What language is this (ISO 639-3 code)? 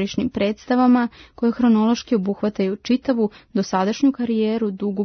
srp